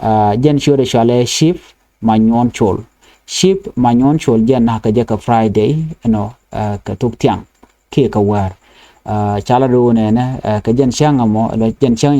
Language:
Nuer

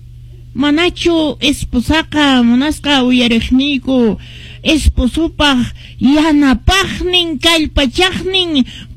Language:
Quechua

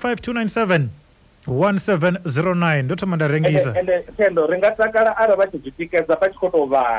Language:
Venda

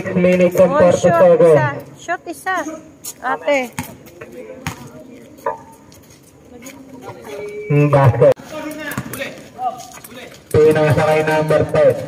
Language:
Filipino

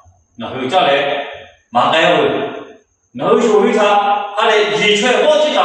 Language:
Lahu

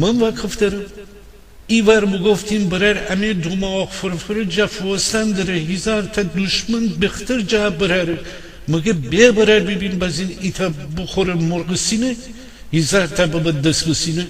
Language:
Gilaki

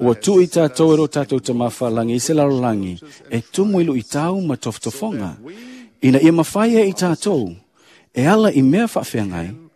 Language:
Samoan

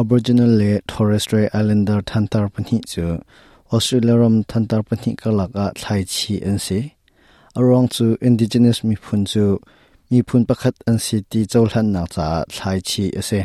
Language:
Hakha Chin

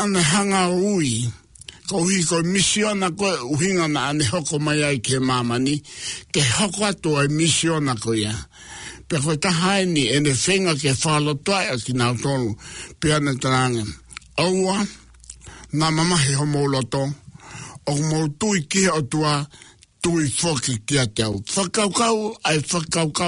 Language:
Tongan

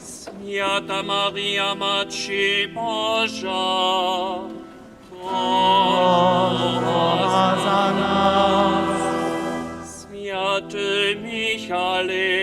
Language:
Upper Sorbian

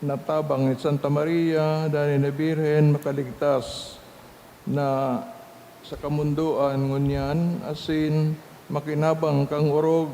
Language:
Bikol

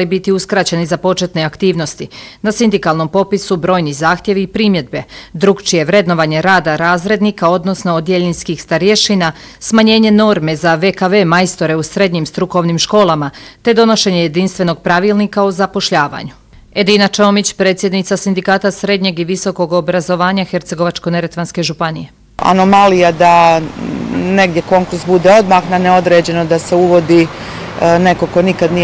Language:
Bosnian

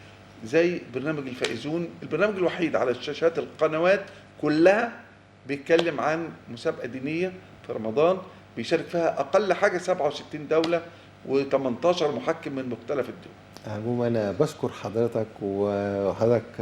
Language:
Egyptian Arabic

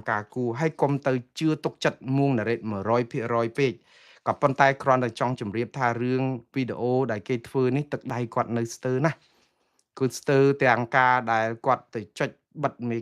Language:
Khmer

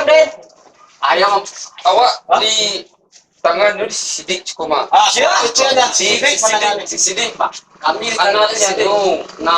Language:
Minangkabau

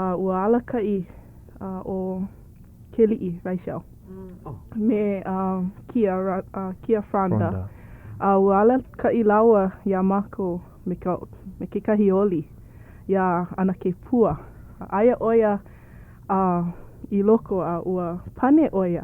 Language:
Hawaiian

